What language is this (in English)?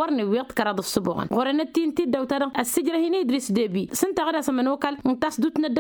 Tamasheq